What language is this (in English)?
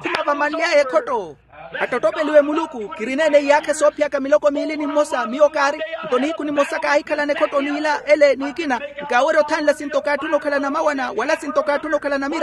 Makhuwa